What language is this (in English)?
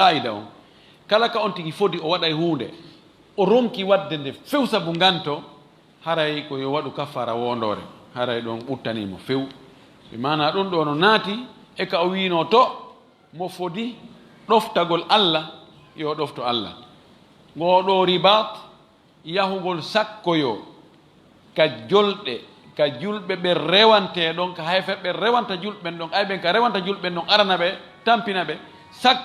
Fula